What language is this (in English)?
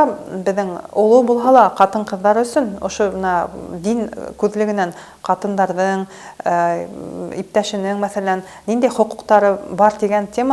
Bashkir